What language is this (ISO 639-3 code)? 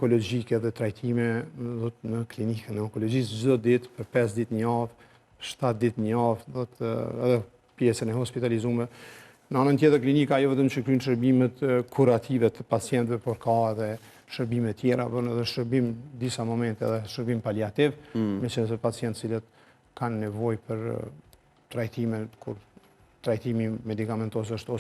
sqi